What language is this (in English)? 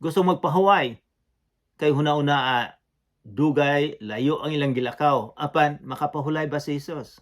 Cebuano